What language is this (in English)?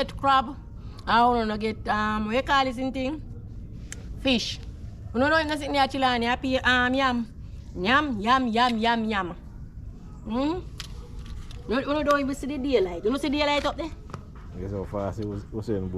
Jamaican Creole English